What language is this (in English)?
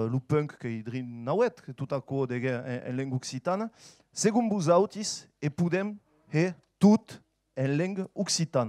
Occitan